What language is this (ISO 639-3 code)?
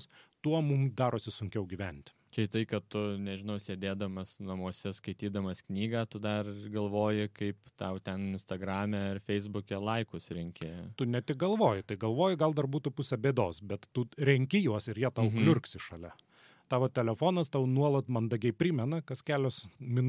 lit